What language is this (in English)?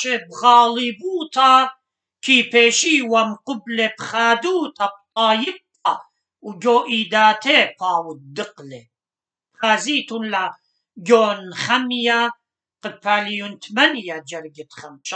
Assyrian Neo-Aramaic